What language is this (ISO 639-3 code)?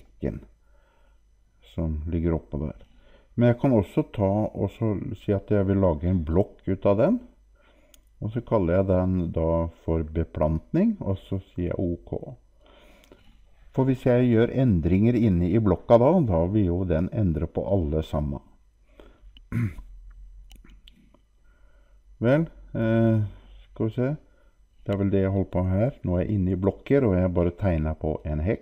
nor